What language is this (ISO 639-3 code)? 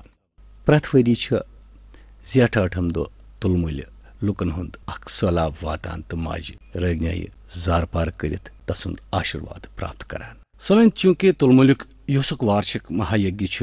kas